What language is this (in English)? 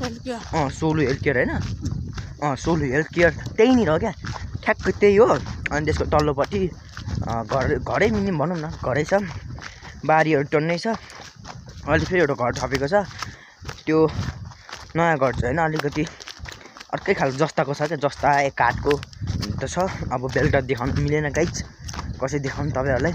Nepali